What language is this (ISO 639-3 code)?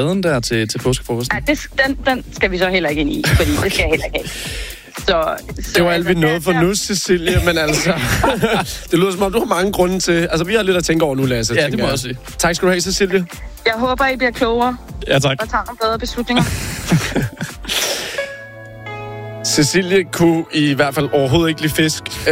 dan